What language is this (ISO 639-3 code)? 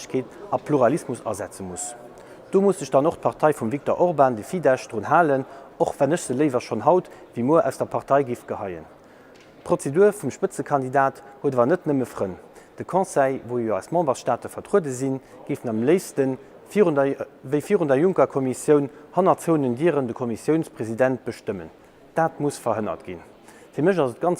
ltz